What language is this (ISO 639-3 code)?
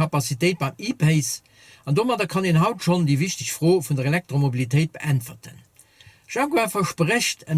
ltz